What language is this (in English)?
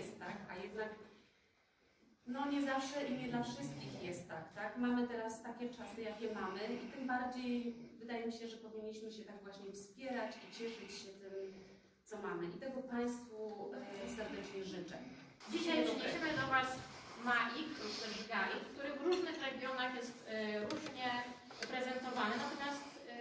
Polish